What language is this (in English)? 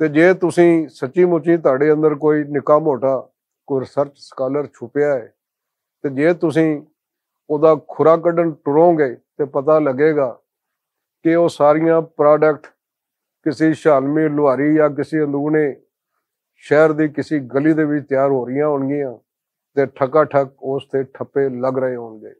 Western Panjabi